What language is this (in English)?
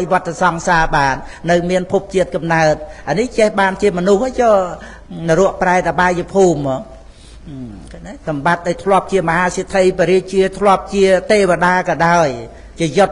Khmer